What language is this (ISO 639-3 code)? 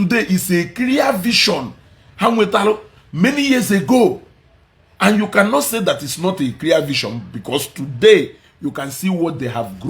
ibo